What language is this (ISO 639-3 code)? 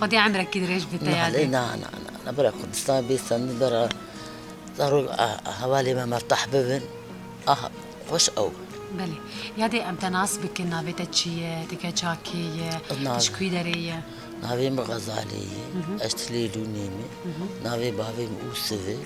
kur